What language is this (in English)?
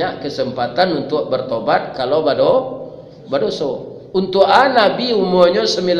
Minangkabau